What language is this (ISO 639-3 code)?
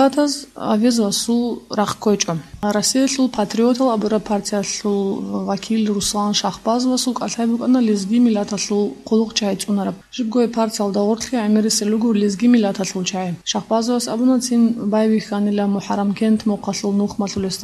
ava